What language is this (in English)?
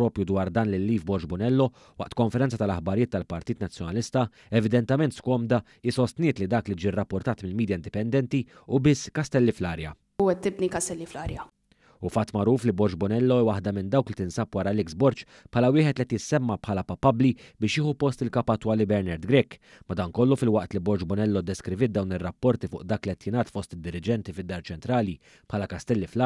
Maltese